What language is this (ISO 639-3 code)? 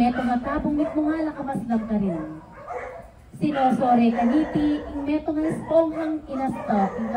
pam